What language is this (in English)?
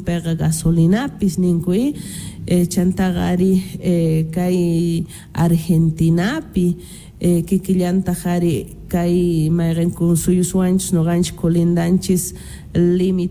Quechua